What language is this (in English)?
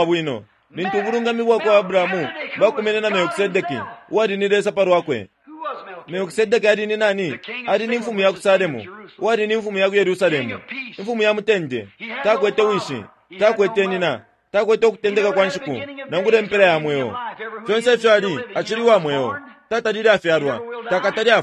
Bemba